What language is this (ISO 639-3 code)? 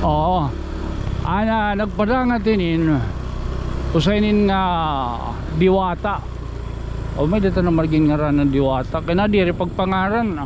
war